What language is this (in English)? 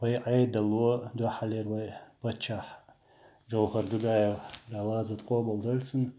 Chechen